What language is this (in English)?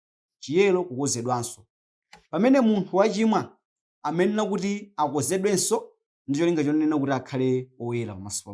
Nyanja